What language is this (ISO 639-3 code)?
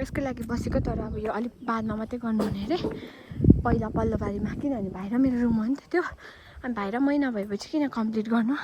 nep